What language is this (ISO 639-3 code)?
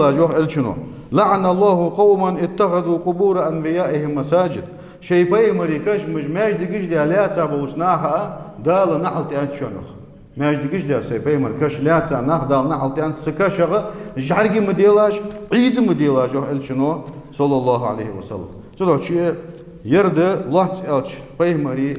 inh